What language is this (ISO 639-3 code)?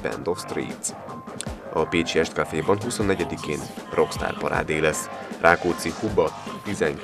hun